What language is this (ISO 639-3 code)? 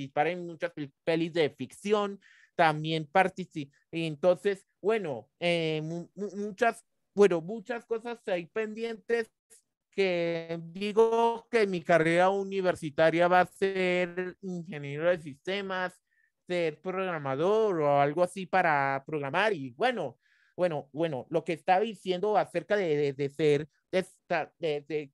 spa